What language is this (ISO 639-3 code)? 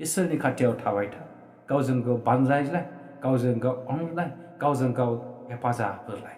brx